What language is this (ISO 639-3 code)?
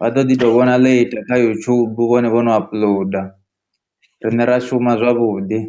ven